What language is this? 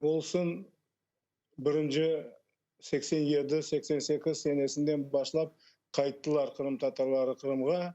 Crimean Tatar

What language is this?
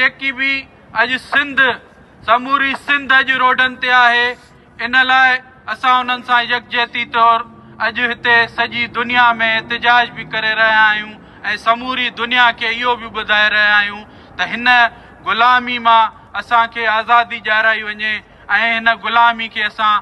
Sindhi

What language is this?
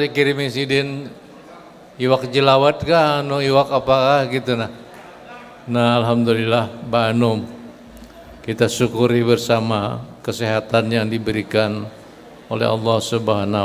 Banjar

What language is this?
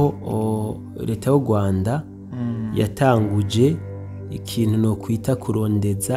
Rundi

